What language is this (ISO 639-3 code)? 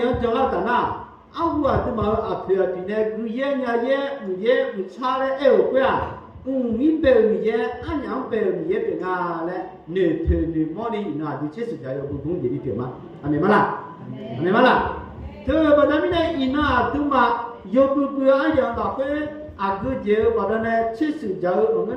ahk